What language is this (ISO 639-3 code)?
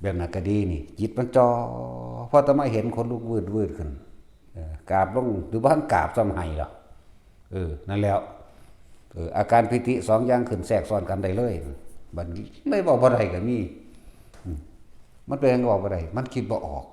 tts